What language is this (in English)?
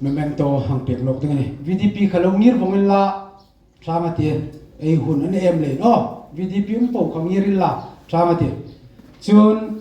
Hmar